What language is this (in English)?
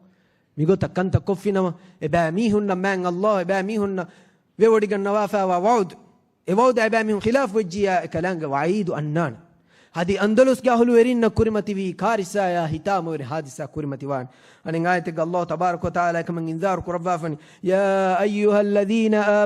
Divehi